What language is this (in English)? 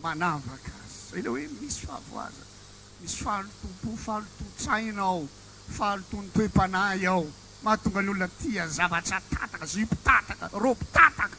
Malagasy